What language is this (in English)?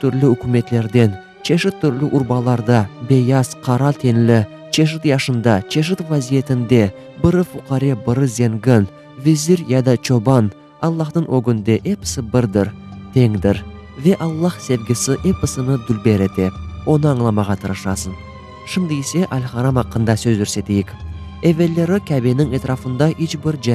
Crimean Tatar